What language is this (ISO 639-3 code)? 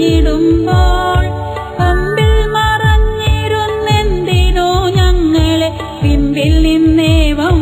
mal